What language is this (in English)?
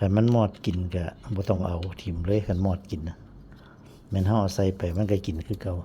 Lao